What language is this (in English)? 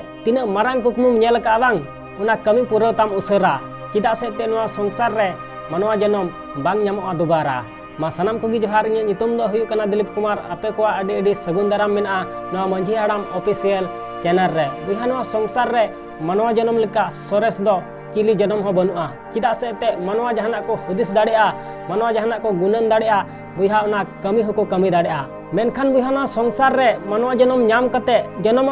Santali